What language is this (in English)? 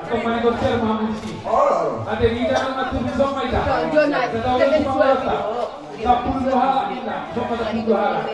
Batak Toba